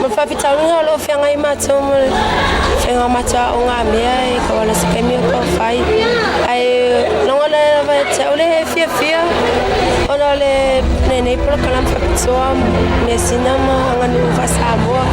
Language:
Samoan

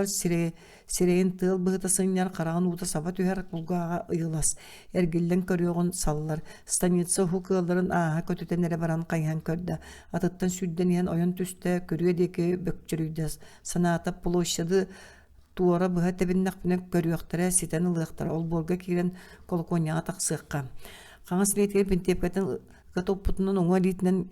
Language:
Yakut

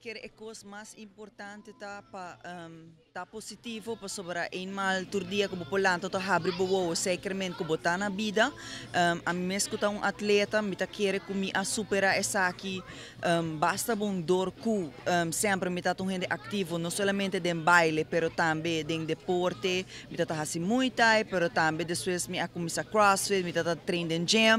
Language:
Papiamento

